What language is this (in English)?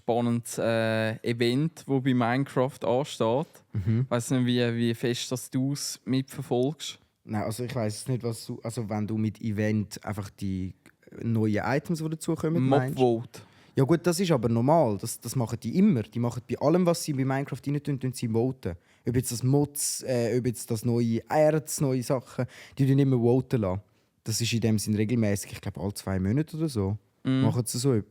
Swiss German